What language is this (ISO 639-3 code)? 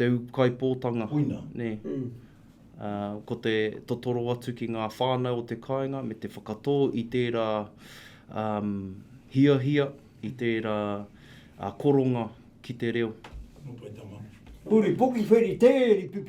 mri